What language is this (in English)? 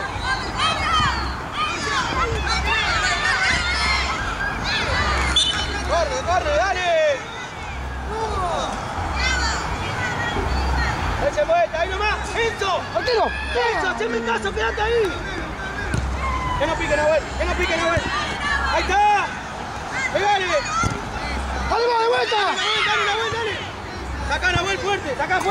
Spanish